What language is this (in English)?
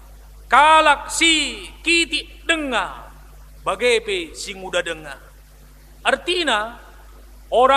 Batak Karo